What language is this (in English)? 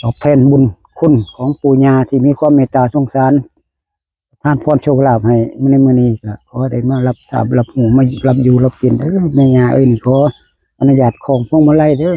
Northeastern Thai